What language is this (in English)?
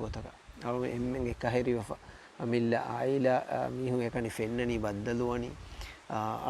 Divehi